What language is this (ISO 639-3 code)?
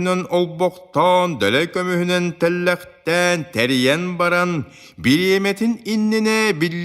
sah